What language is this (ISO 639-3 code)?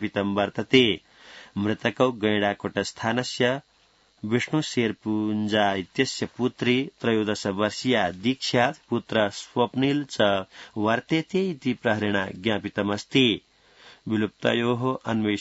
san